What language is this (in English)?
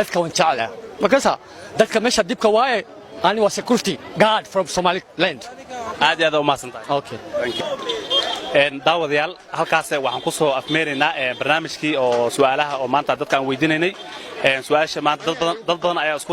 Somali